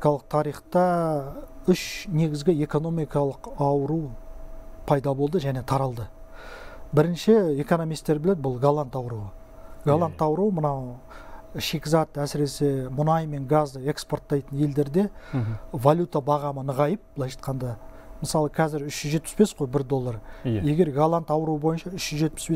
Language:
Kazakh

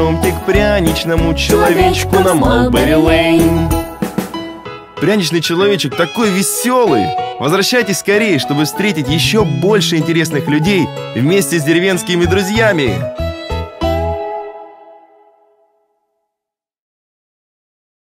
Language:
Russian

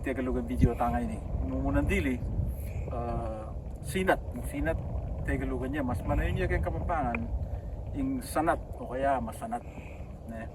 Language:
Pampanga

